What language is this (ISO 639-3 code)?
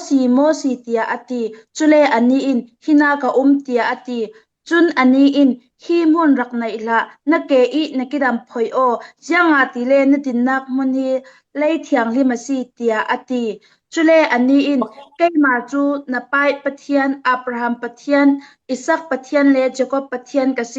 cfm